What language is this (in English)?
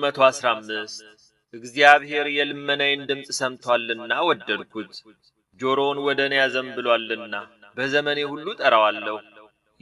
Amharic